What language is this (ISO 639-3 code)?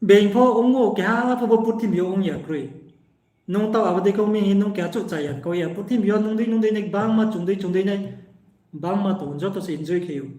ria